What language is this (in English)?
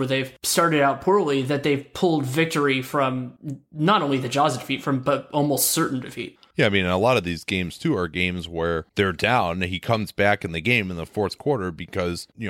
English